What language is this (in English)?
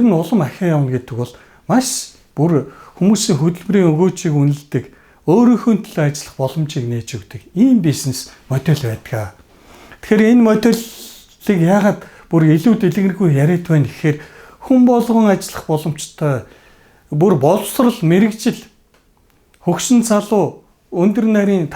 Mongolian